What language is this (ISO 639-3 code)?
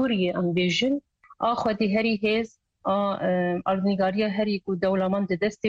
kur